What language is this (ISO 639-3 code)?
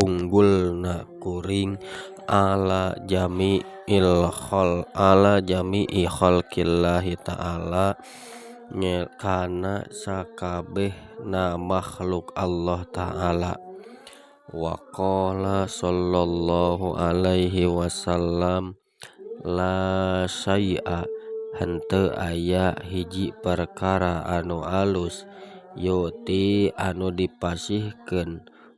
sun